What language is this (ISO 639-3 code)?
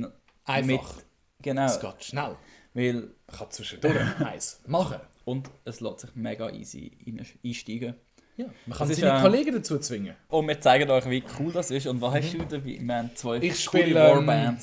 gsw